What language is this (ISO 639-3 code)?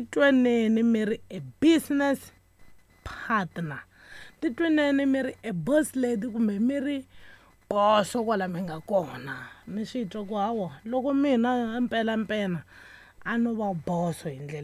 tso